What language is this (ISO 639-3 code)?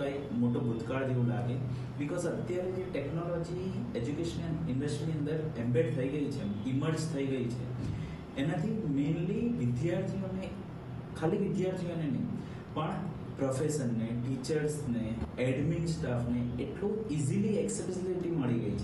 guj